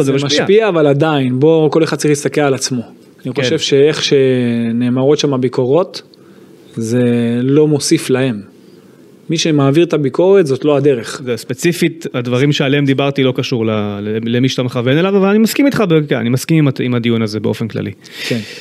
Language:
Hebrew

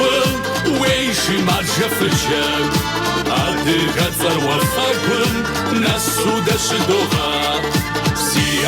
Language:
Kabardian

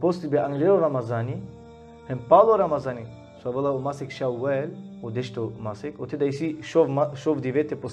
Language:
Balkan Romani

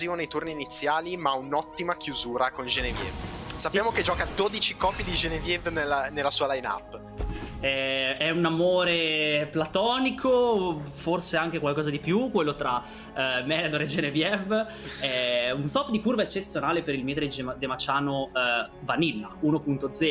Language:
Italian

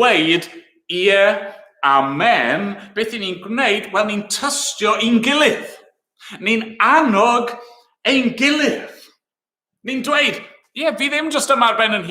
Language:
Welsh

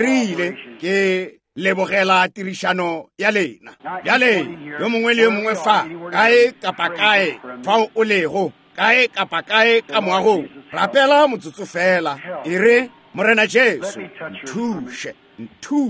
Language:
Northern Sotho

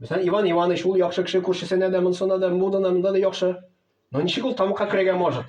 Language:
Tatar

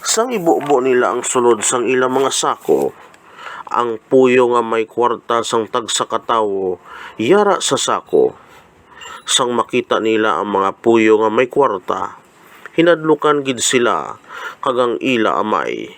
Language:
Hiligaynon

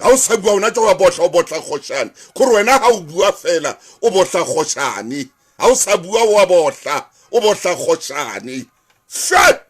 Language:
Southern Sotho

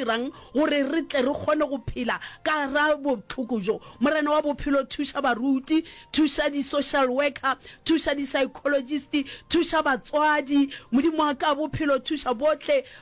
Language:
Northern Sotho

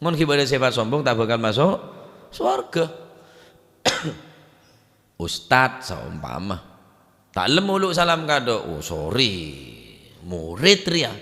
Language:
Madurese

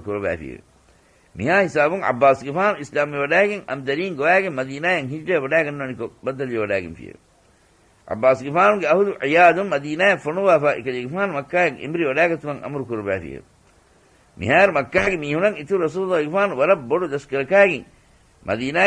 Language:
Divehi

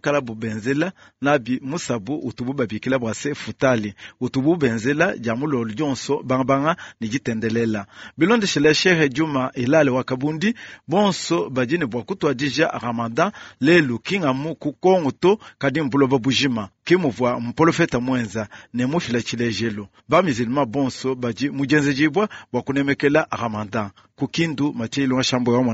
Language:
Luba-Lulua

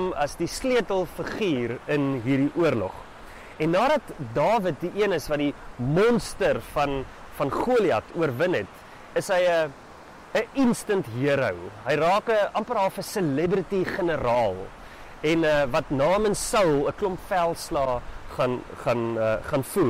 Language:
Afrikaans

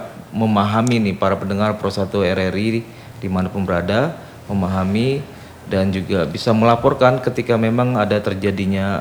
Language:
Indonesian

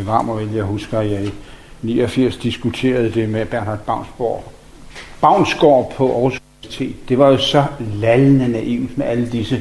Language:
Danish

